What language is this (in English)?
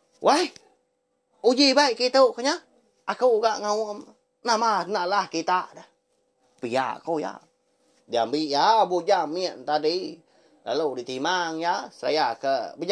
Iban